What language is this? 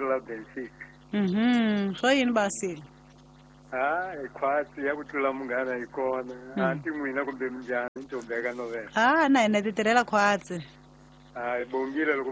Tsonga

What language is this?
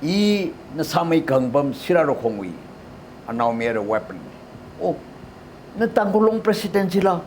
Tangkhul Naga (India)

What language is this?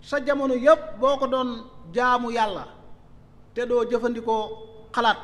Wolof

